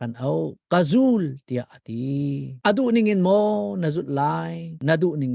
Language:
Hakha Chin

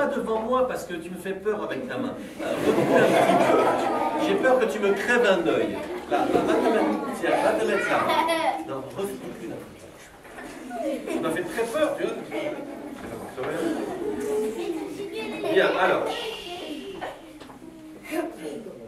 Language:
French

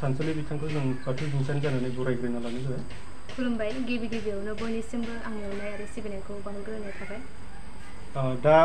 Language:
Bodo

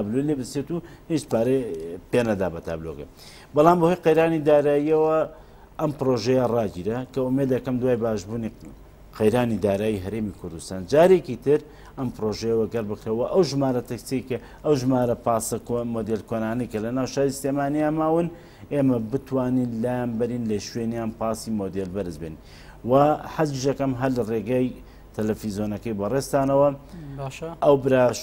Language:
Central Kurdish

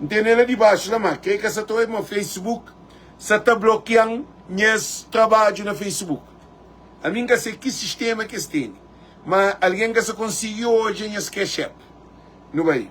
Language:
Kabuverdianu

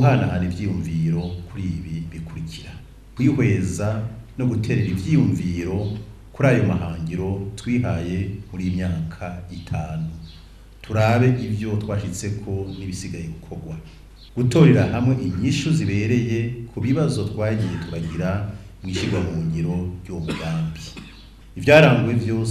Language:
Rundi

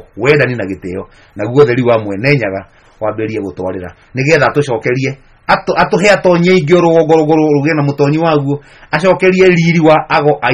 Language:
Kikuyu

